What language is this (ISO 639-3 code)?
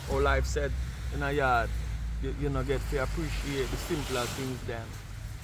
jam